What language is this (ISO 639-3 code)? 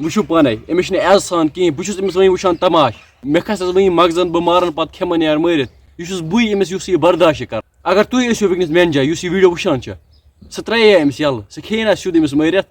kas